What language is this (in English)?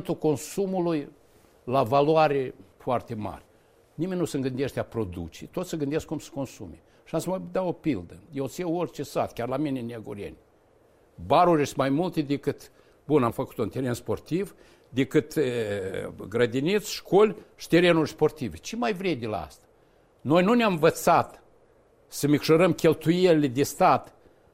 Romanian